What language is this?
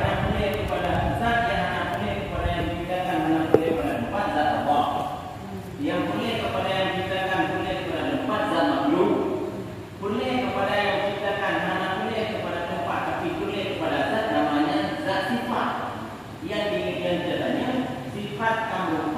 Achinese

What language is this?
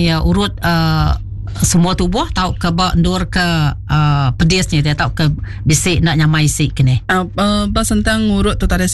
Iban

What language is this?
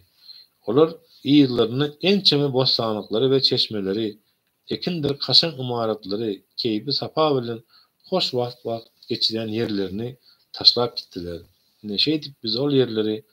Turkmen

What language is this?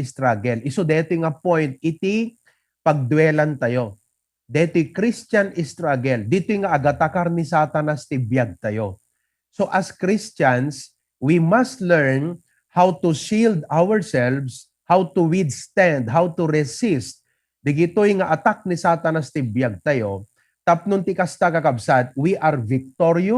Iloko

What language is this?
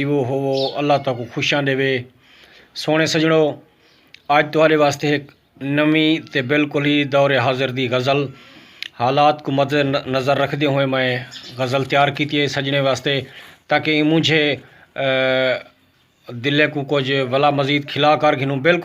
Saraiki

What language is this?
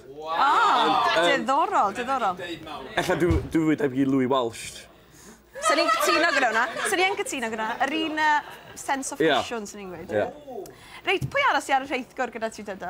Welsh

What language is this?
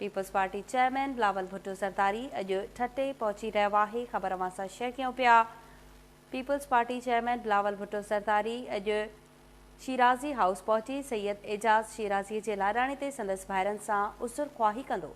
Sindhi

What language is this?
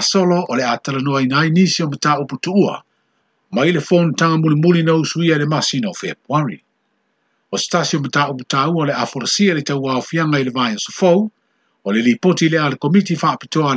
Samoan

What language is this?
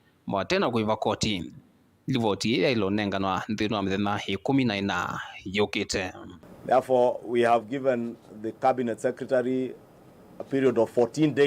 Kamba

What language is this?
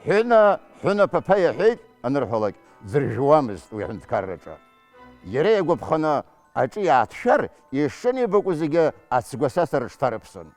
Abkhazian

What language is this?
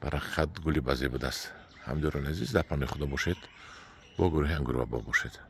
Tajik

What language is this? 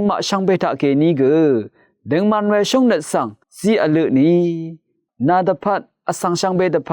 Rawang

